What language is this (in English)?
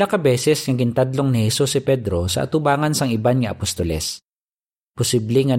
Hiligaynon